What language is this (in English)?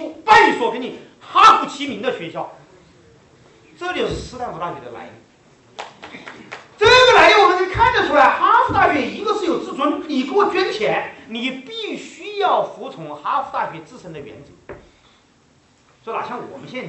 Chinese